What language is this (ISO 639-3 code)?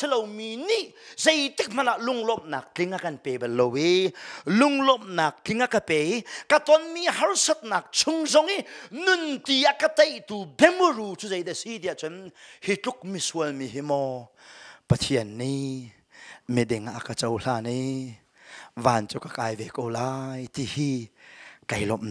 cnh